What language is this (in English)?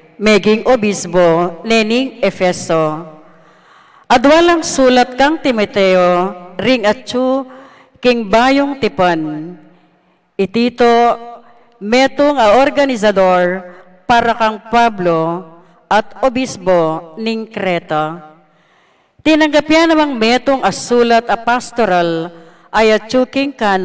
Pampanga